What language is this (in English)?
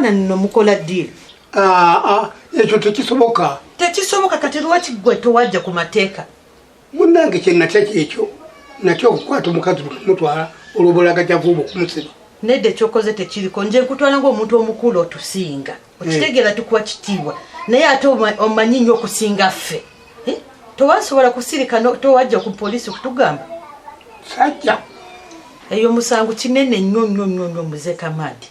Ganda